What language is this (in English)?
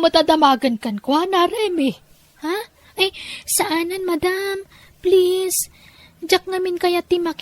Iloko